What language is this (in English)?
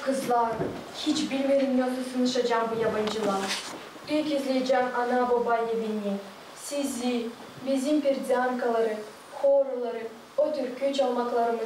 Gagauz